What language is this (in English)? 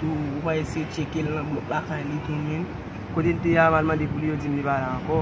Haitian Creole